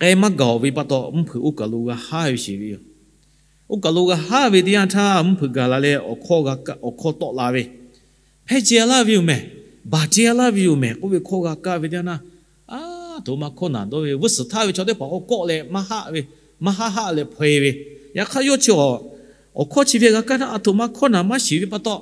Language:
Lahu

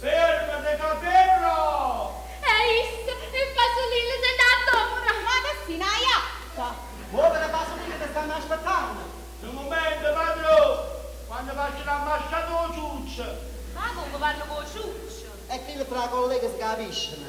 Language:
Neapolitan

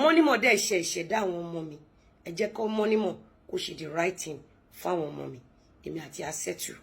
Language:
Yoruba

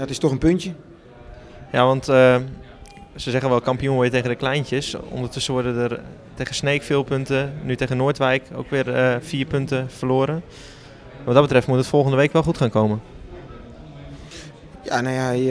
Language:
Dutch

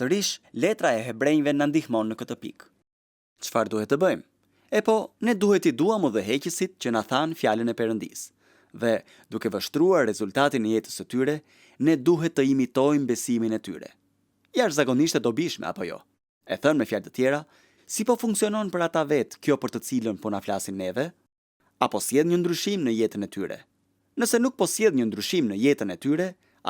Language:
Albanian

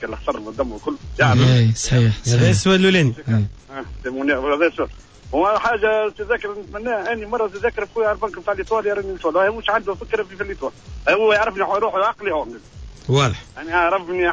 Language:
Tunisian Arabic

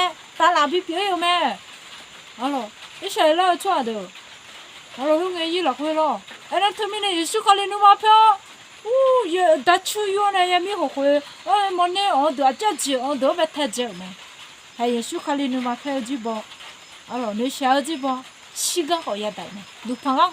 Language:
Akha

